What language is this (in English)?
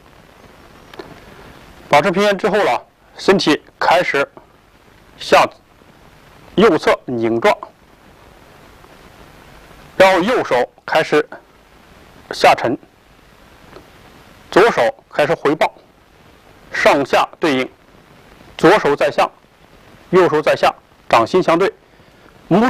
Chinese